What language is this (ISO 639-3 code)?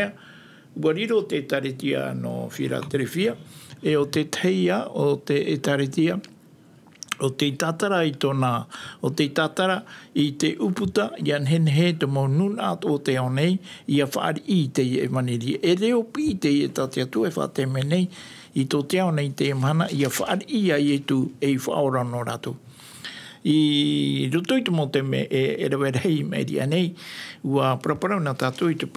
tah